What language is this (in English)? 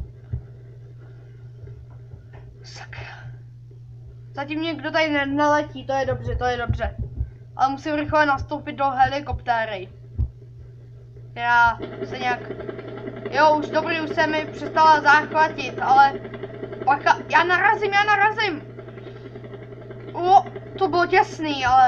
Czech